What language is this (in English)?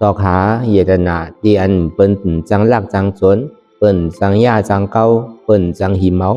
Shan